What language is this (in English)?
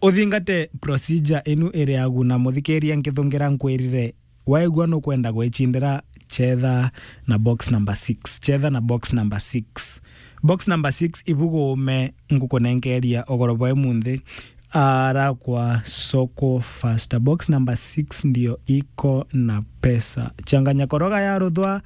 Meru